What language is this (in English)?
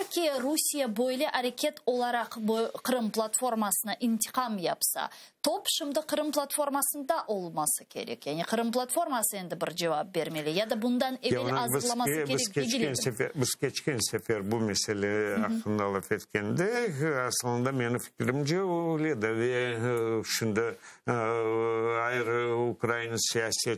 Crimean Tatar